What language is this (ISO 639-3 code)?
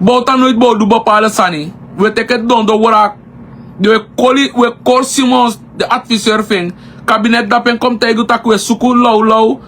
srn